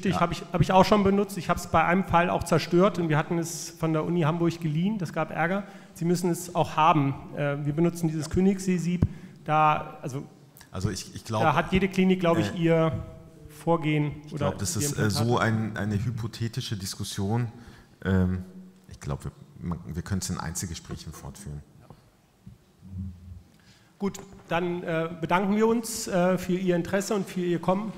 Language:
German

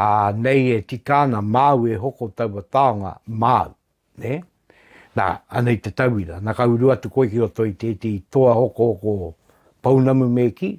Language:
Māori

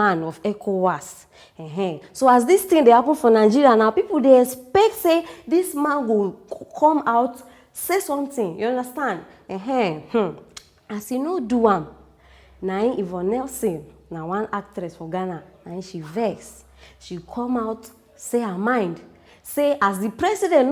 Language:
Nigerian Pidgin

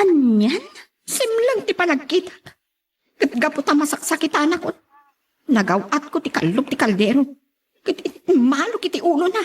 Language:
Iloko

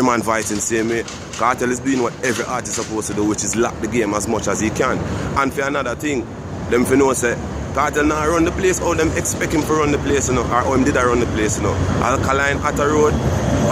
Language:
Jamaican Creole English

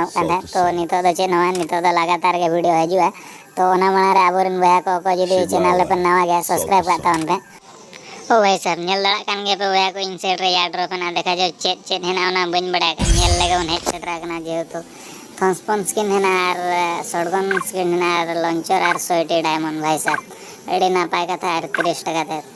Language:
Santali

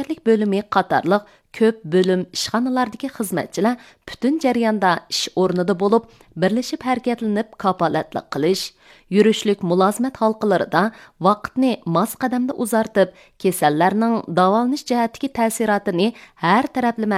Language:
Uyghur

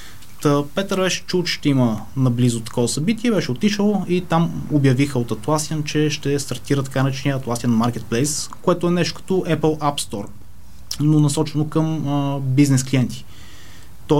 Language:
Bulgarian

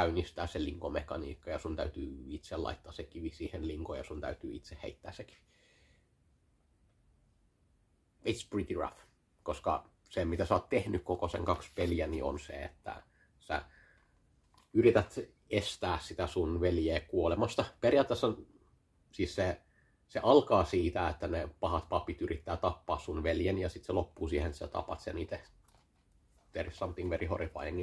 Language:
Finnish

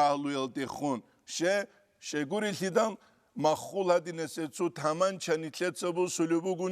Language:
Avaric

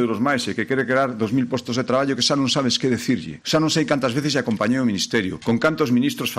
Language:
Galician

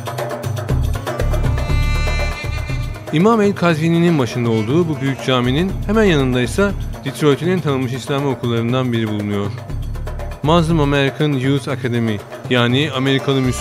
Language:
Turkish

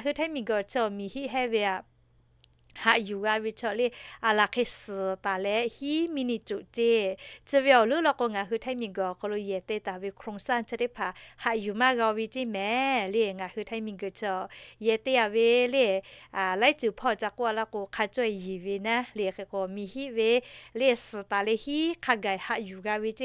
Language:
Lahu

